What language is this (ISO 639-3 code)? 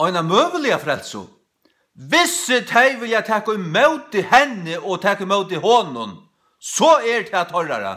fao